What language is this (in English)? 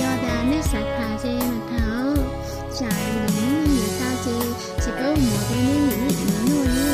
Hmong